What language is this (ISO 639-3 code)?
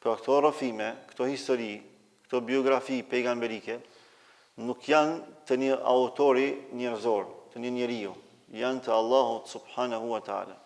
sqi